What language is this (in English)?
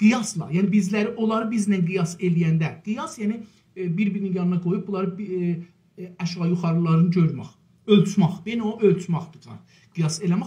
South Azerbaijani